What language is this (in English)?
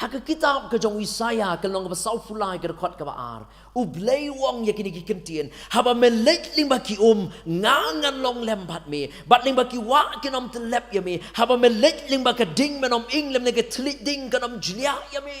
Khasi